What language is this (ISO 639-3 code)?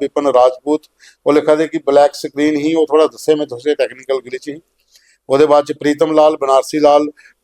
doi